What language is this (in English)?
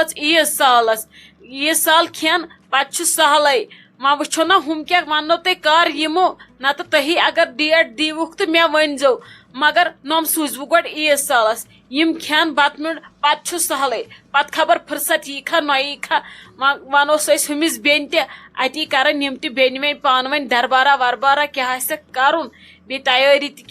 Kashmiri